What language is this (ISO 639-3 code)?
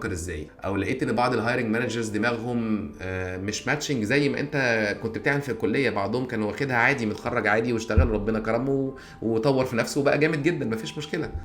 arz